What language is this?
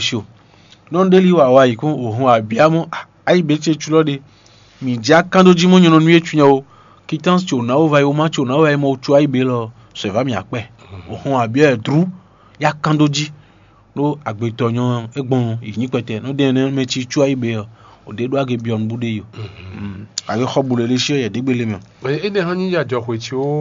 Fon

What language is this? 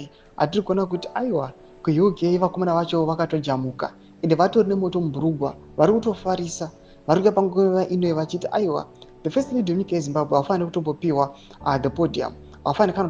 Shona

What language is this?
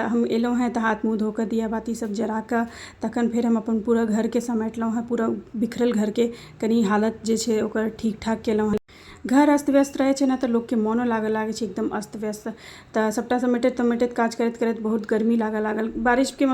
Maithili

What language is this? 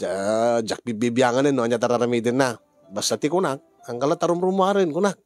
Iloko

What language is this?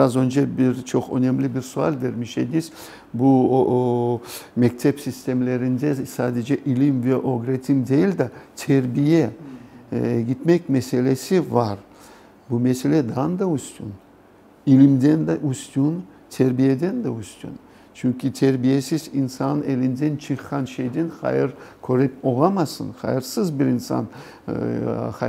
Crimean Tatar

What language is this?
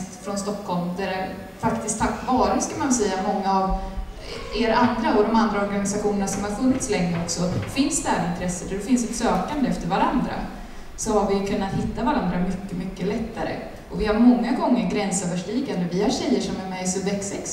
Swedish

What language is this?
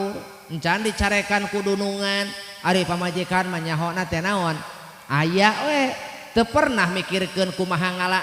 Sundanese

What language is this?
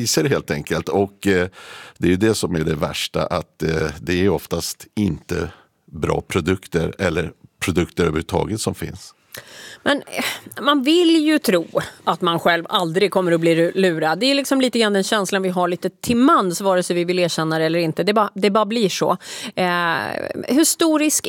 Swedish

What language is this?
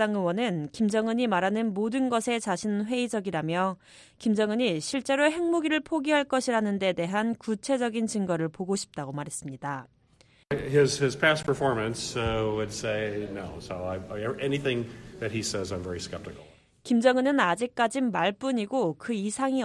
Korean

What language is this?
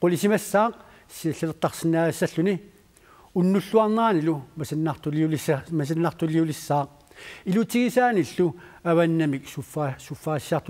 Kalaallisut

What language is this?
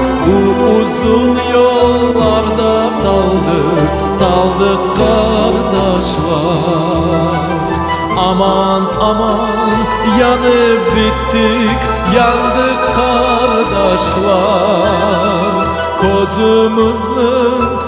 Crimean Tatar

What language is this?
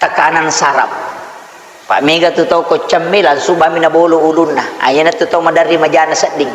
Buginese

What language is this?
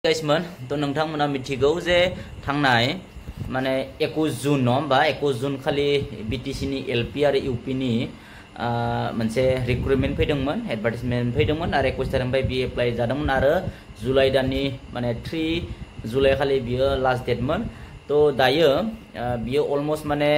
Bodo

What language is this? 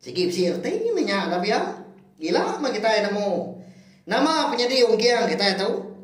Iban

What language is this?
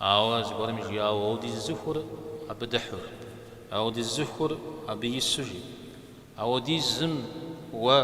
Kabardian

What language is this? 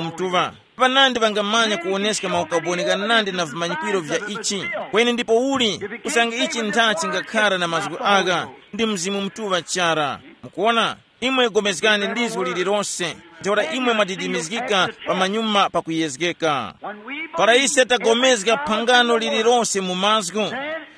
Tumbuka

